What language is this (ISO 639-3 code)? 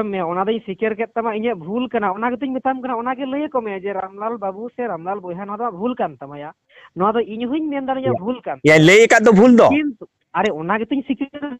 sat